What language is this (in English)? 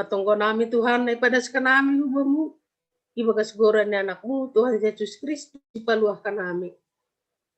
Batak Simalungun